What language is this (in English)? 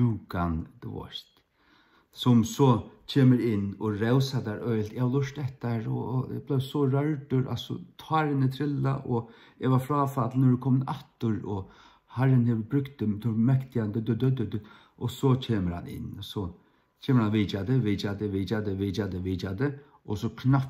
Faroese